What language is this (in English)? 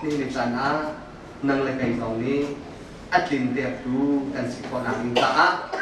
Hakha Chin